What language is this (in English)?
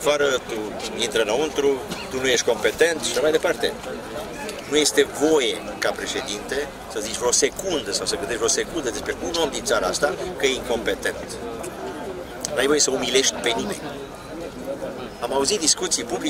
Romanian